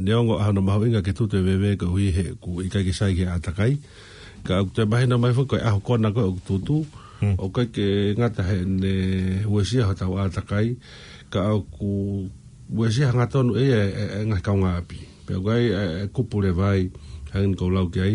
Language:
Tongan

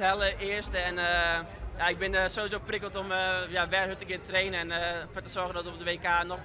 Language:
Western Frisian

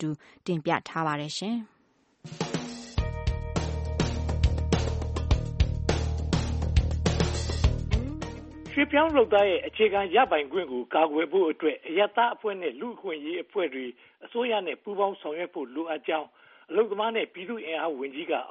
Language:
Burmese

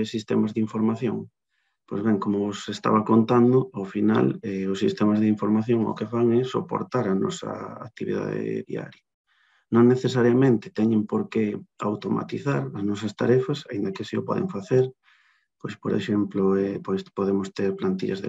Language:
Galician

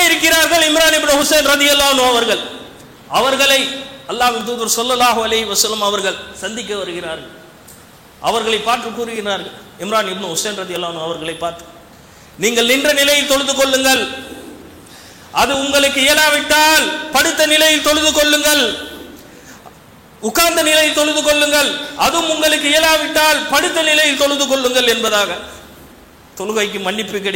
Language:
Tamil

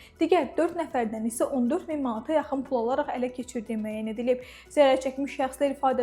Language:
Azerbaijani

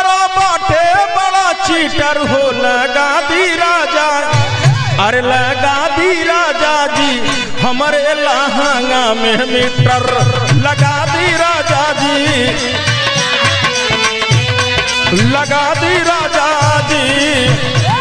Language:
Bhojpuri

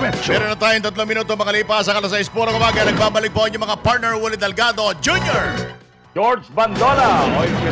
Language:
Filipino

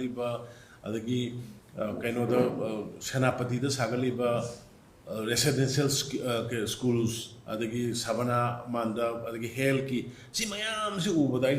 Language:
Manipuri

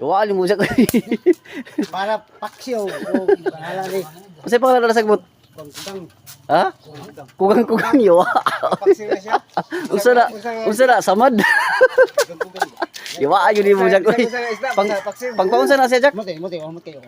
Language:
Cebuano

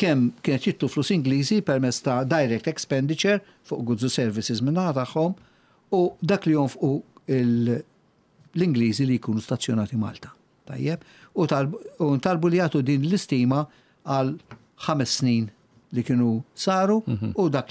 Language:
Maltese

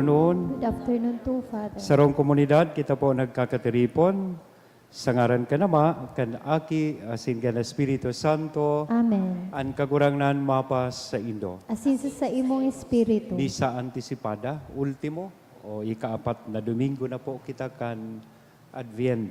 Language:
Bikol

